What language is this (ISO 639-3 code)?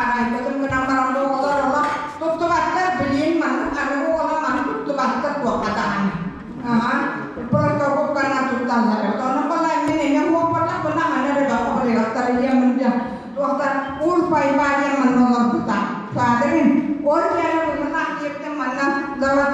sah